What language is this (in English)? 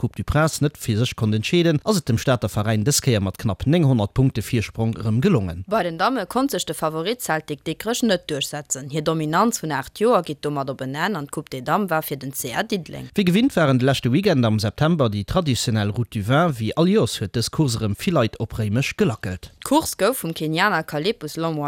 Luxembourgish